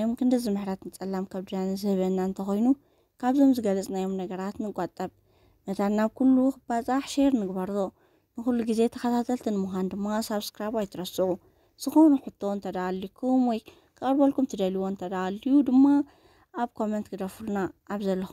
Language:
Tigrinya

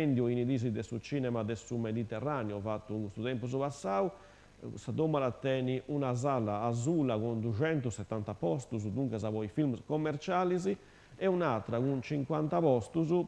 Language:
Sardinian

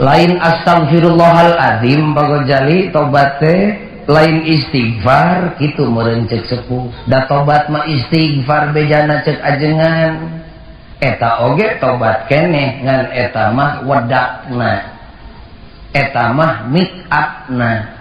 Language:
Sundanese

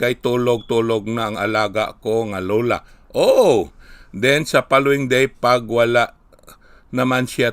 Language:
Hiligaynon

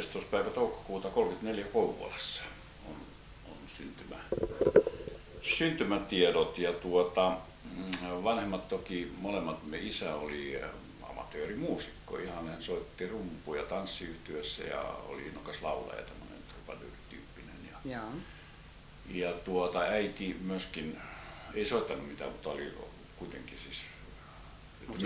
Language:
Finnish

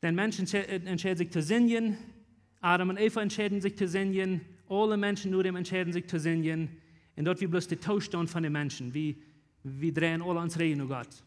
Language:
Plautdietsch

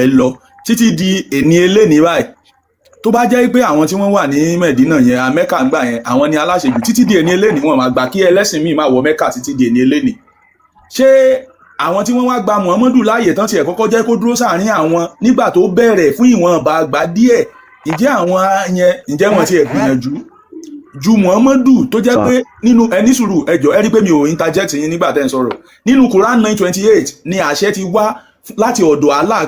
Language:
Yoruba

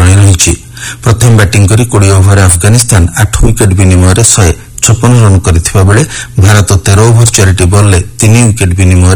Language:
Odia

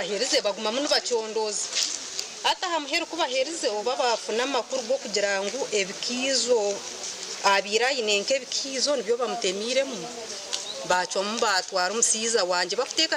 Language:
Nyankole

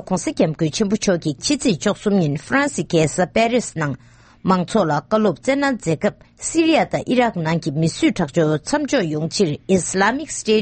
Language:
Tibetan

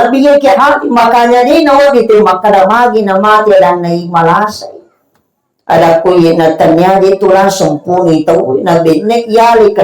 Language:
Buginese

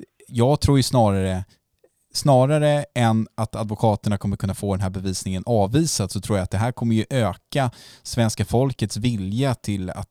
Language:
Swedish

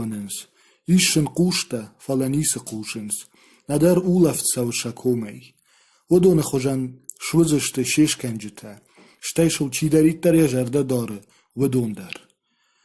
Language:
Ossetic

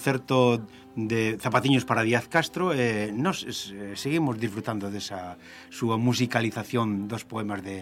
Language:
Galician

